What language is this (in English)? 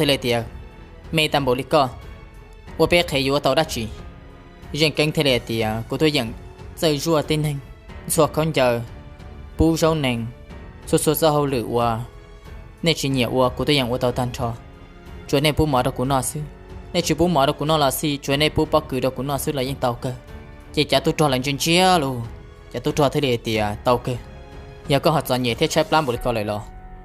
Hmong